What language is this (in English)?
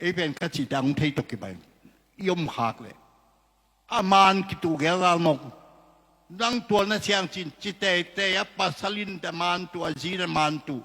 Tedim Chin